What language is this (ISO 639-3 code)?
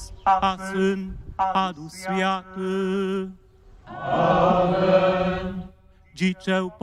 hsb